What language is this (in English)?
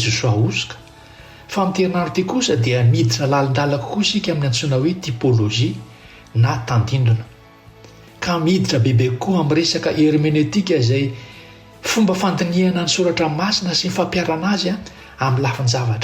Malagasy